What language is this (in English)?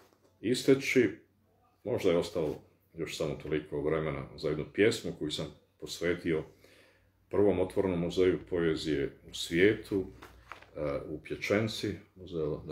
Bosnian